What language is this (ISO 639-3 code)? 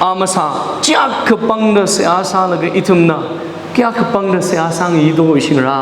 nmf